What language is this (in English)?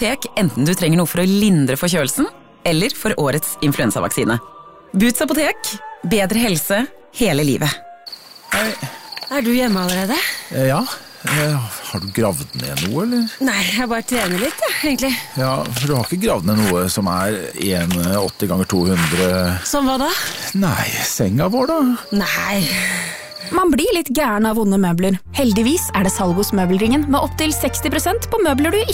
Norwegian